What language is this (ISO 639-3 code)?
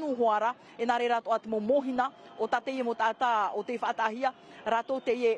tah